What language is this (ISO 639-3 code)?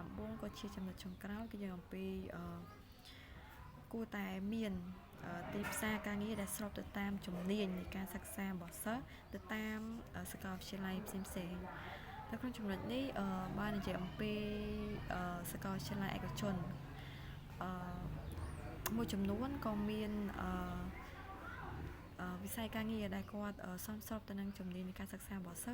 khm